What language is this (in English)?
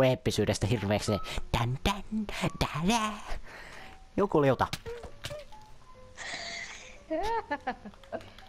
Finnish